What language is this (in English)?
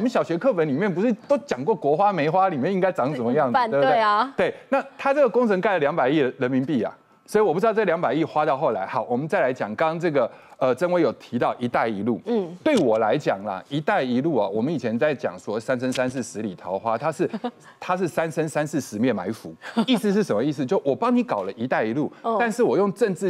Chinese